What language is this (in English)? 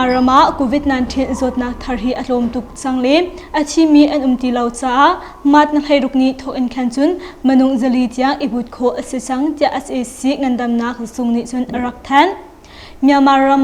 Hakha Chin